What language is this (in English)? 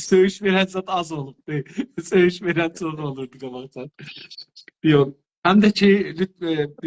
South Azerbaijani